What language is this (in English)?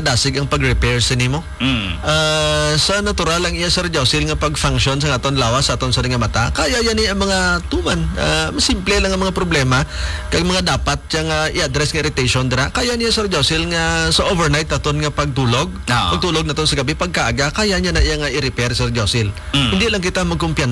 Hiligaynon